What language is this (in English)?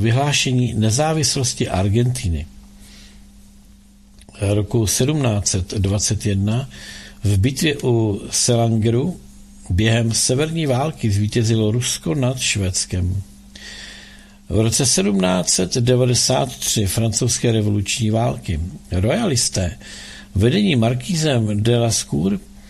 Czech